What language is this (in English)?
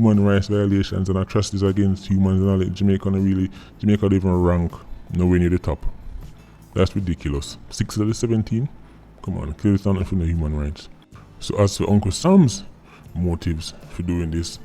Jamaican Creole English